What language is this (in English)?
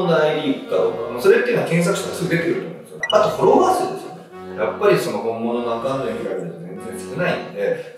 Japanese